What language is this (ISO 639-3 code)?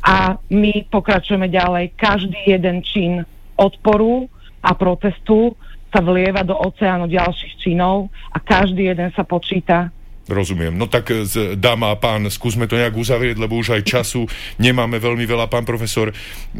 slk